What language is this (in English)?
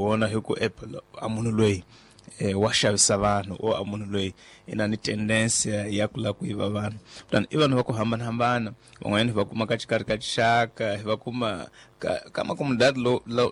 Tsonga